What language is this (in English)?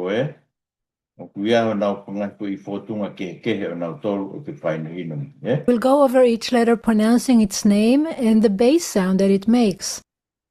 Tongan